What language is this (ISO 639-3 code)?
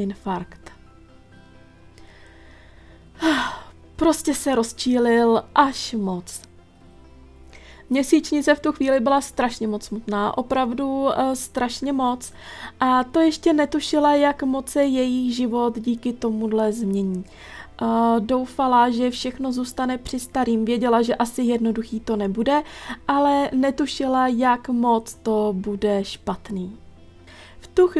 ces